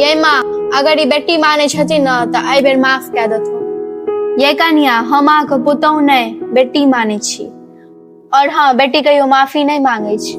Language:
Maithili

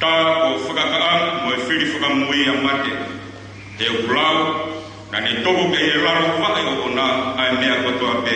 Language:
Tongan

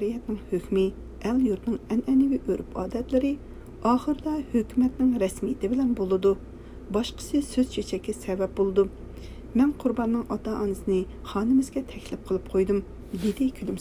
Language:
Uyghur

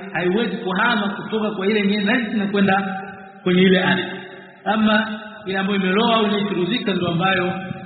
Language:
Swahili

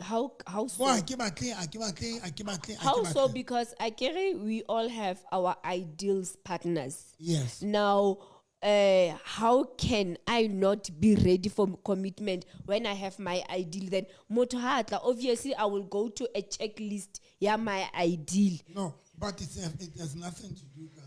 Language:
Southern Sotho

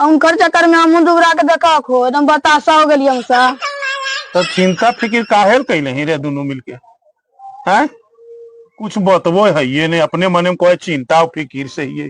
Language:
Magahi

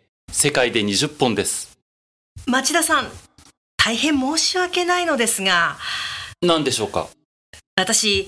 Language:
Japanese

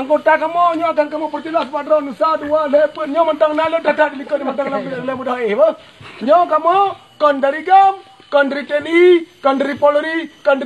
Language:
Achinese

